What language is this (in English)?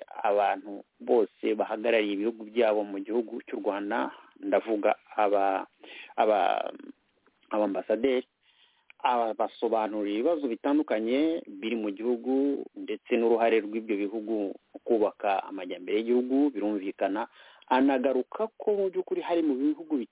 Kinyarwanda